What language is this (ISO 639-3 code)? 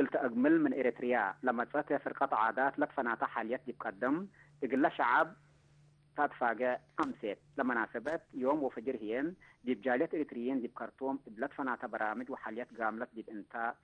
tig